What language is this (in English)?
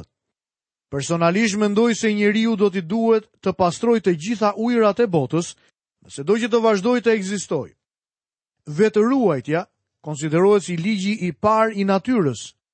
Albanian